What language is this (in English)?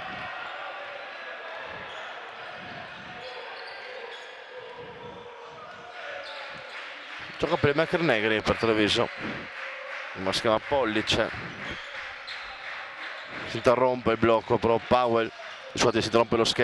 Italian